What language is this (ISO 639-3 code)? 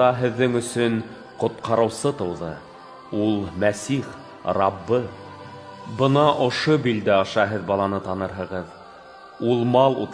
bak